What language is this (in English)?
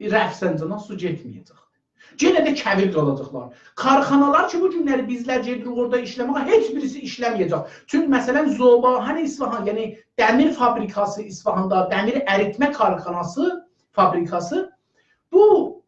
South Azerbaijani